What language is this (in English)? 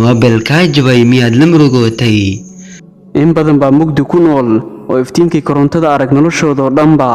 Somali